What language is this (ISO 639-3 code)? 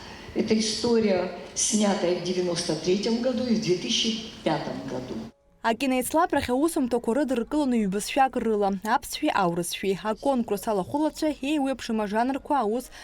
abk